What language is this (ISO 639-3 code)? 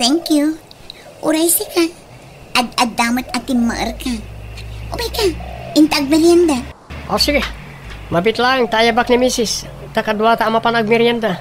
ilo